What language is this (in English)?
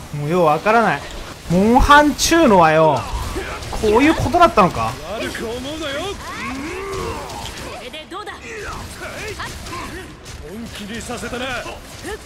Japanese